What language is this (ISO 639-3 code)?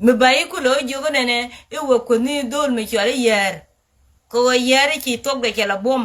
nus